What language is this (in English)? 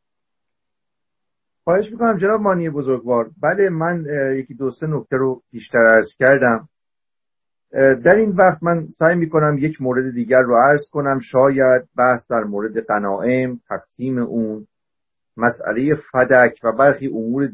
Persian